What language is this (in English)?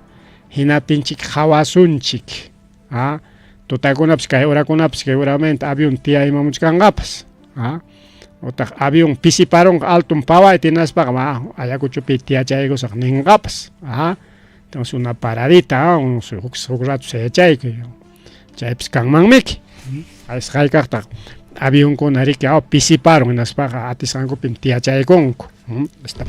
Ayacucho Quechua